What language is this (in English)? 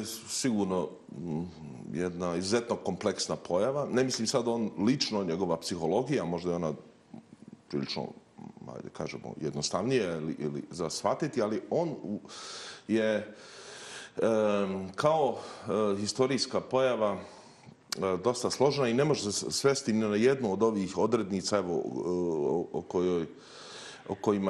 Bosnian